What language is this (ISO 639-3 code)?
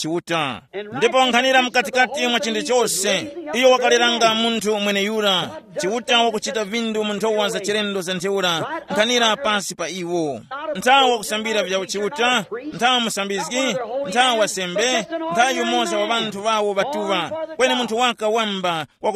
tum